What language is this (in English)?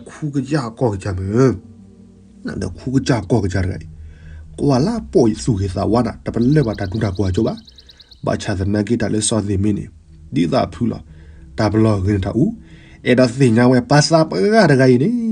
S'gaw Karen